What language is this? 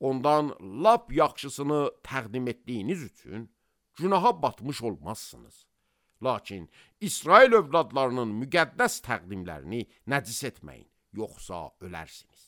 Azerbaijani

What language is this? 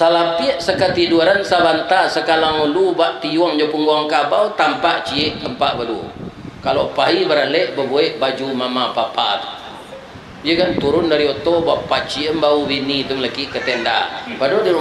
Minangkabau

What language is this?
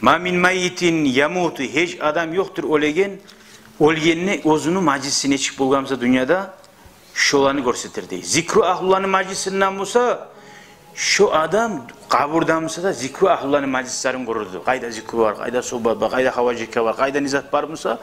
Kumyk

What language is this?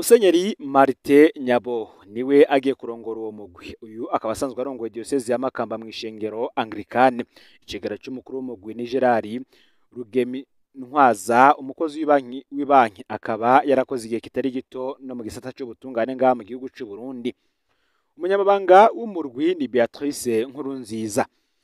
Rundi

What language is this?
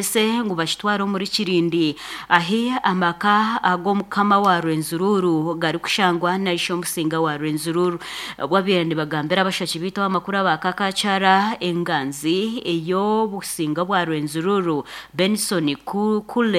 Nyankole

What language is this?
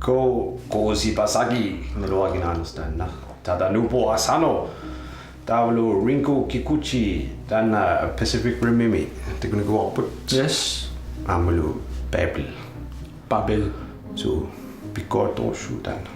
Kalaallisut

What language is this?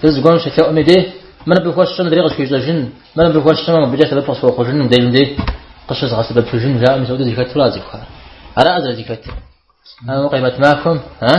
Kabardian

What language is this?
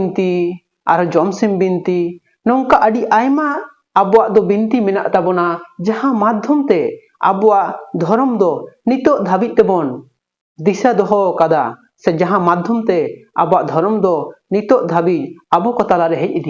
Santali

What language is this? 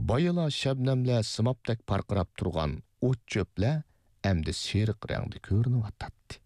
Uyghur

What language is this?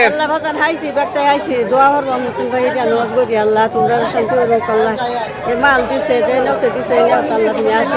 Sylheti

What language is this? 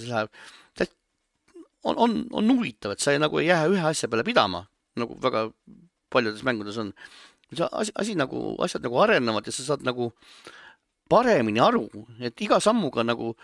Estonian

